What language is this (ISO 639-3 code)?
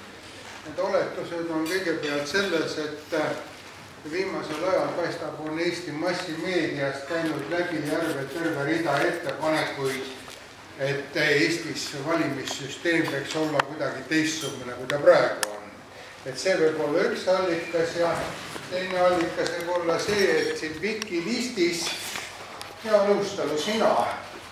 est